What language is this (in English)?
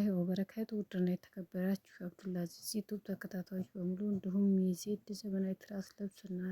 Amharic